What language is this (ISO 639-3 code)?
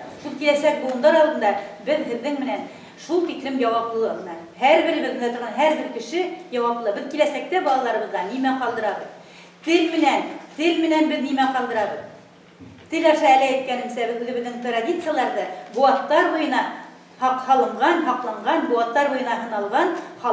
bak